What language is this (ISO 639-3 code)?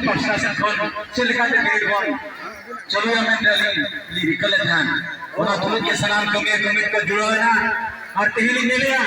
sat